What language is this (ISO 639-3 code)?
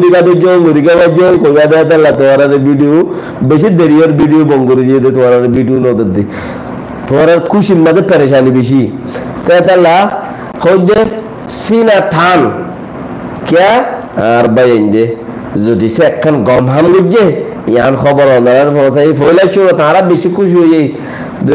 rhg